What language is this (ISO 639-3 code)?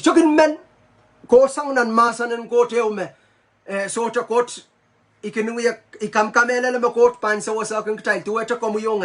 pon